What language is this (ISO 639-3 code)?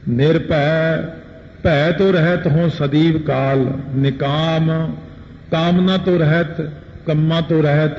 pan